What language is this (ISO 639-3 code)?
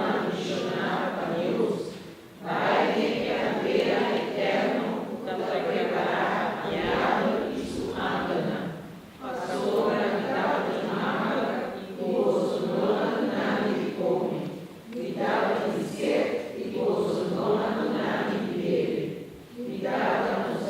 pap